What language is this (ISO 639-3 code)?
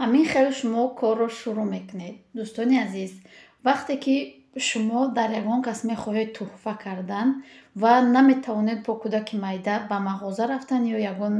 tgk